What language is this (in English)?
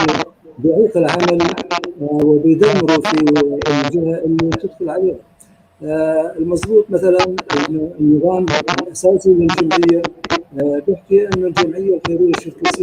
North Levantine Arabic